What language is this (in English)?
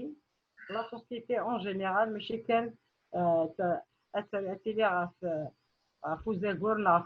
Kabyle